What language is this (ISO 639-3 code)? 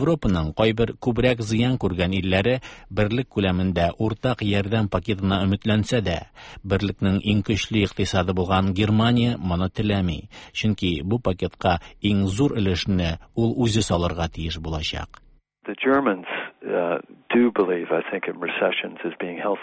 tat